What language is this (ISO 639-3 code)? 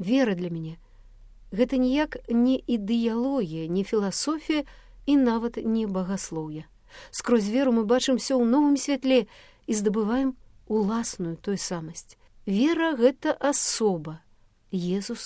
bel